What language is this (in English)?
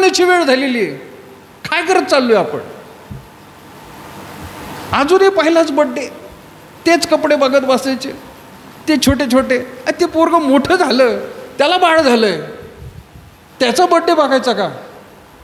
Marathi